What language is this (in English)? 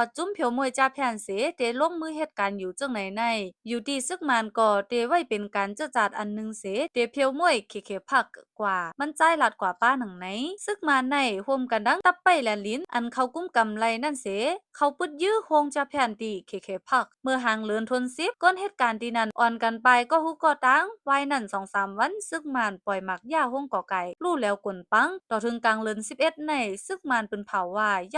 Shan